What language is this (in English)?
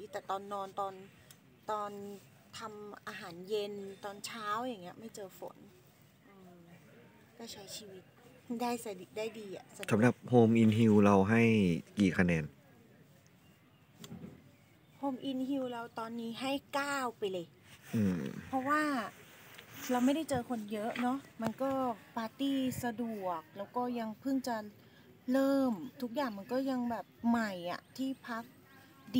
Thai